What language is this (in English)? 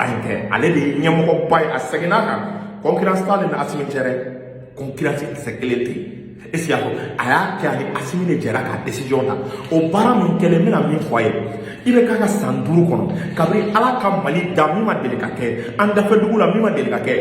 Bambara